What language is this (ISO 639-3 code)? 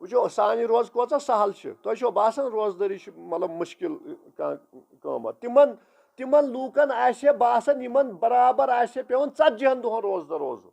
kas